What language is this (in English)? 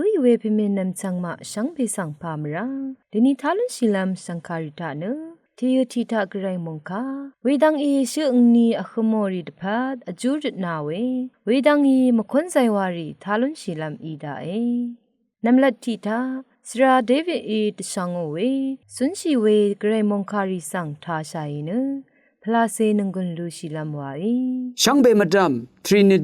Rawang